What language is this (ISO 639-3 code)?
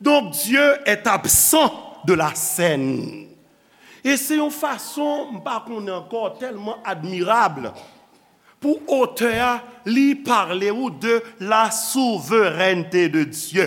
hat